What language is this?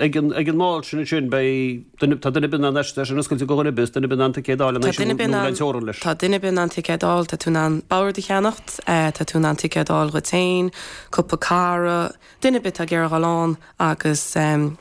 Irish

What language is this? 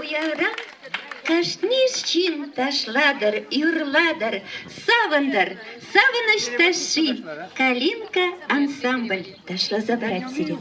Chuvash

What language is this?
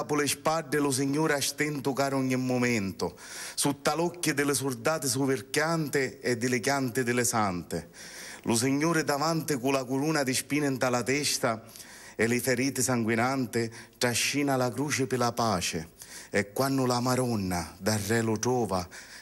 Sicilian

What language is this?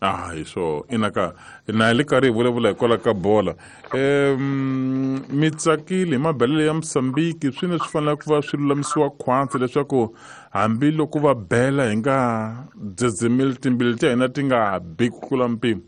Tsonga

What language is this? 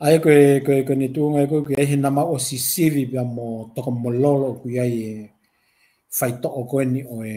Tongan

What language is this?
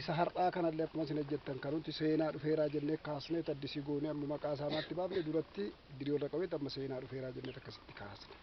Oromo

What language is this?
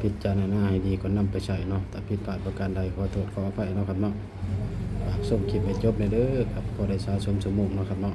Northeastern Thai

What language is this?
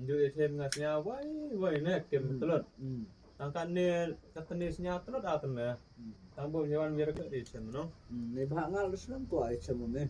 Khasi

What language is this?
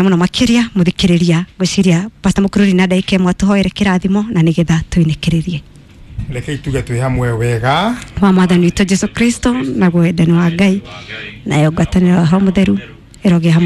Kikuyu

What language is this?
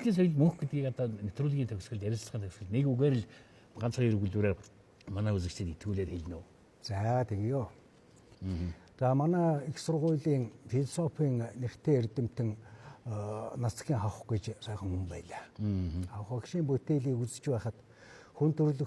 Mongolian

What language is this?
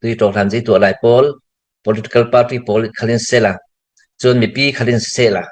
Falam Chin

